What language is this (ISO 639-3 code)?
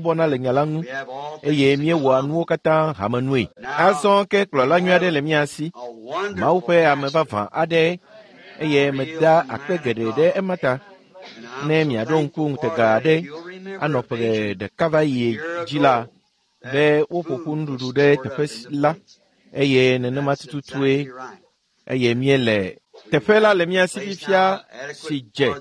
ewe